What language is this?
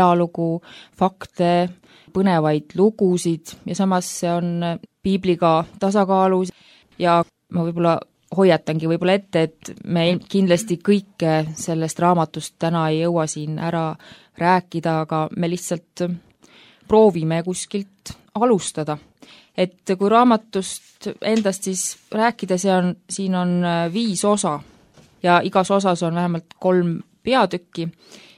Estonian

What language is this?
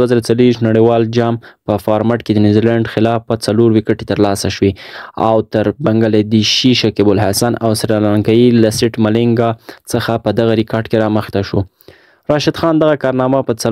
Pashto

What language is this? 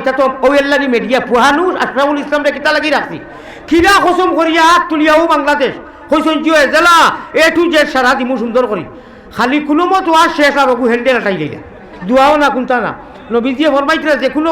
Sylheti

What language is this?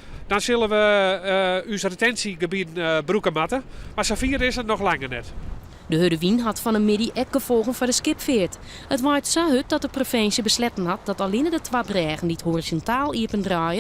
Western Frisian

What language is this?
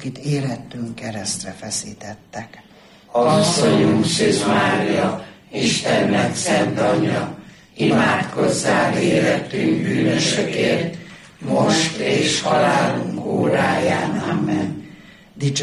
Hungarian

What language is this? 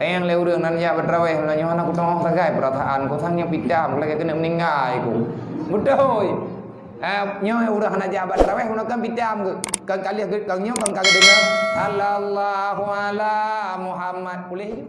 Achinese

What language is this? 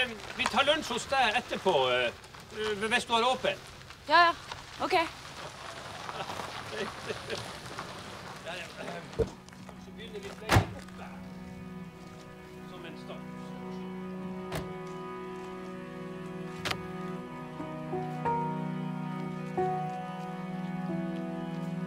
Norwegian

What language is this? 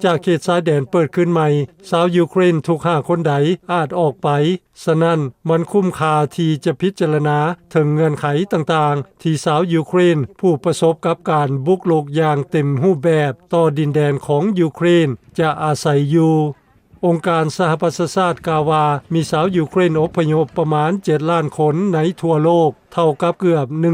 Lao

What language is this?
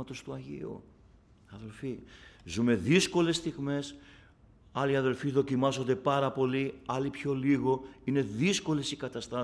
Greek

